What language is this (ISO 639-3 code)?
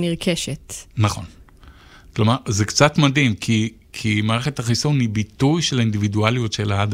heb